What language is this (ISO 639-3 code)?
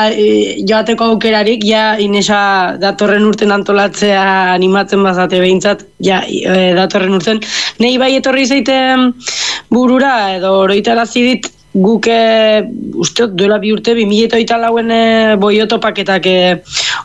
eus